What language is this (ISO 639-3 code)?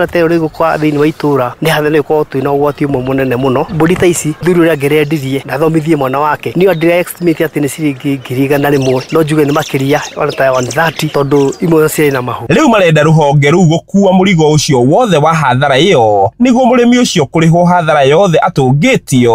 kik